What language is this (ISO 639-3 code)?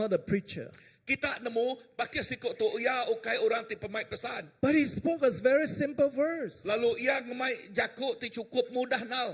iba